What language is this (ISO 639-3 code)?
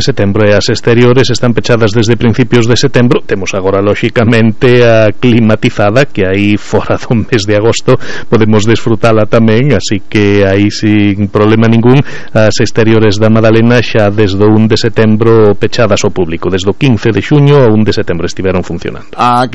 glg